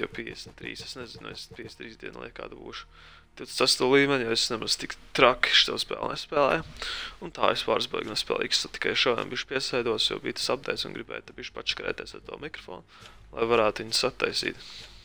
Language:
Latvian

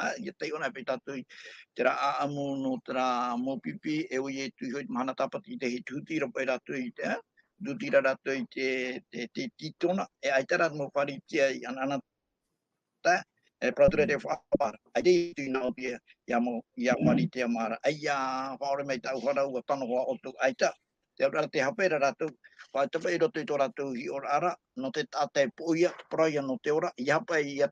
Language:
Tahitian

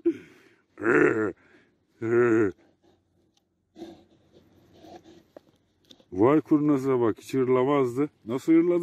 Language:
Turkish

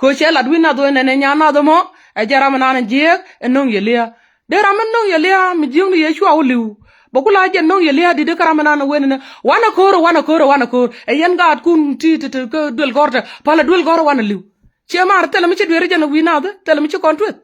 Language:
Nuer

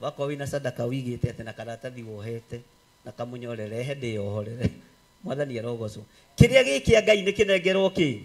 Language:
Kikuyu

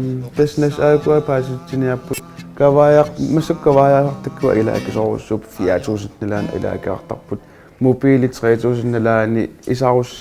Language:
Kalaallisut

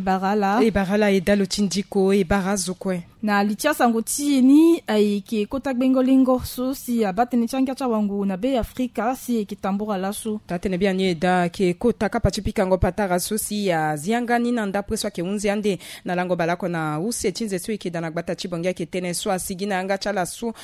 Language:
Sango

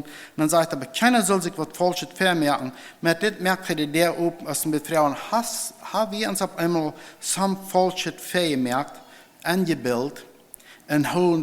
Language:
Plautdietsch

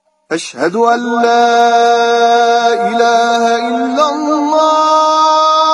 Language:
Persian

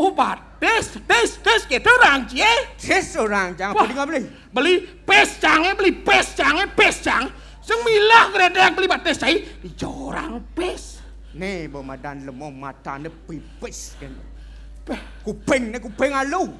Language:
Balinese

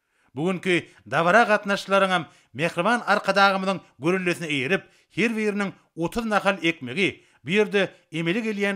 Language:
Turkmen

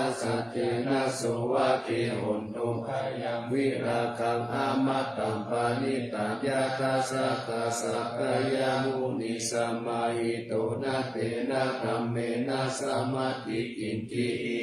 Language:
Pali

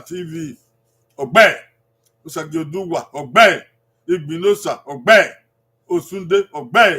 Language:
Bini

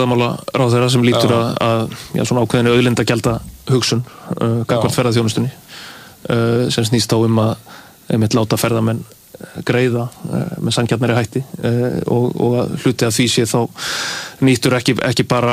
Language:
Icelandic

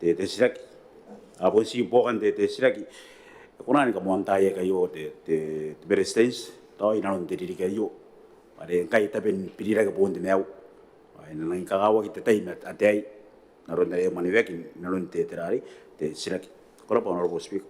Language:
Gilbertese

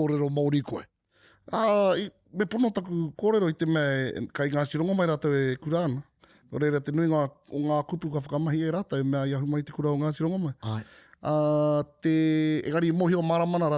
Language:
Māori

